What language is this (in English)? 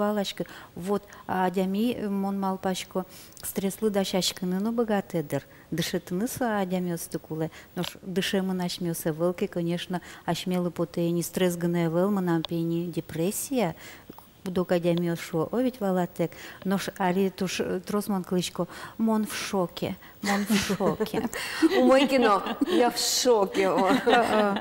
Udmurt